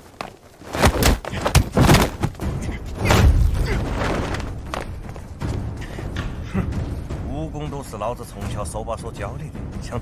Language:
Chinese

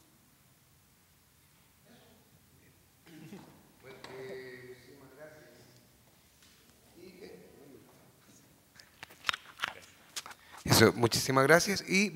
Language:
Spanish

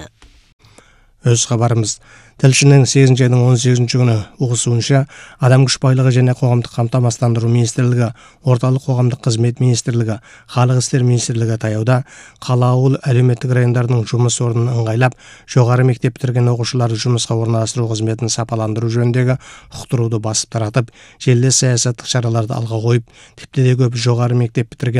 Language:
Kazakh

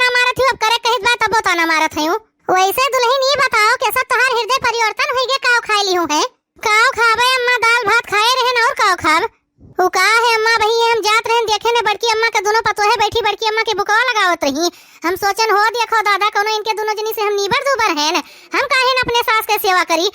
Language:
Awadhi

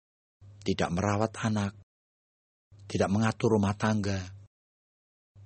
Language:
Indonesian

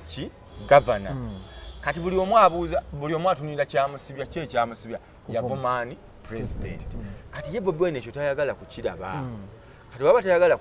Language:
Ganda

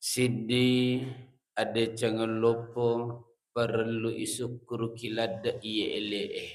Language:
Buginese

